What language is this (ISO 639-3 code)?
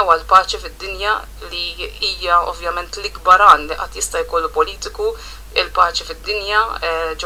mlt